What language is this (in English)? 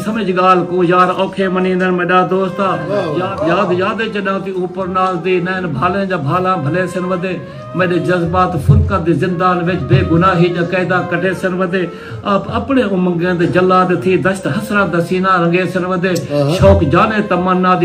Saraiki